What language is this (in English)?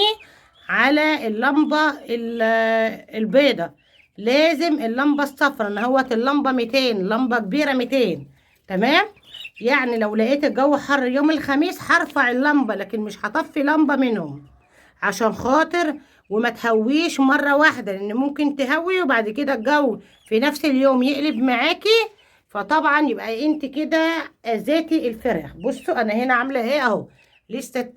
Egyptian Arabic